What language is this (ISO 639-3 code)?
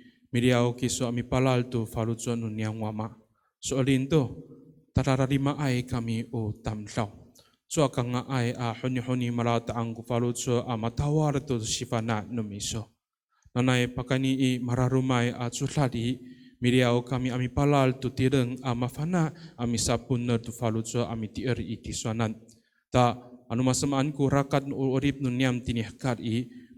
ami